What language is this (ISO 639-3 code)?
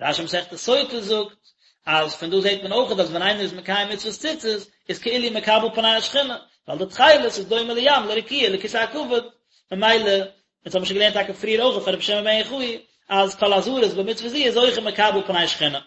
yid